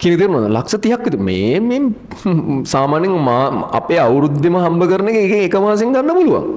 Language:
Sinhala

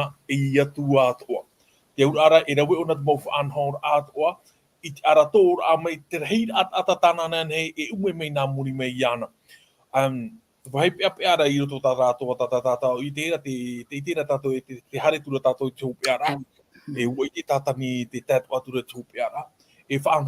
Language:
Tahitian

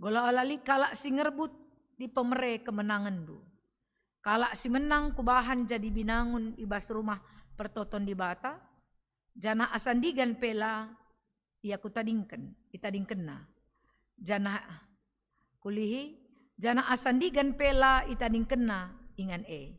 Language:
Batak Karo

